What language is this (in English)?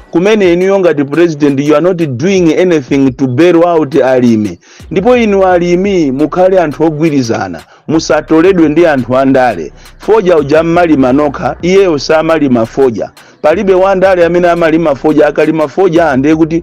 Nyanja